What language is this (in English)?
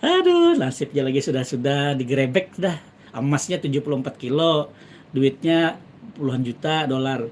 Banjar